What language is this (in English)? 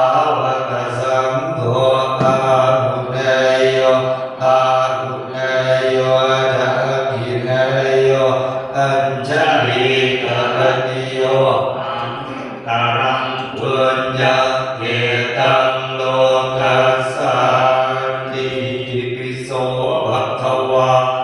Pali